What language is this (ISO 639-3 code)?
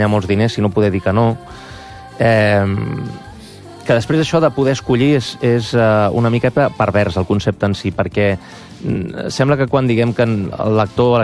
cat